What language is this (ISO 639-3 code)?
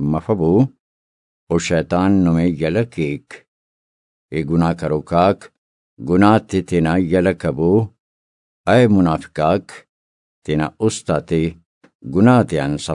brh